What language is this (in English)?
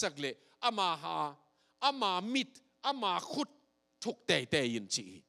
Tedim Chin